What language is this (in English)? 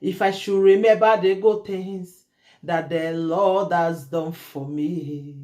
Nigerian Pidgin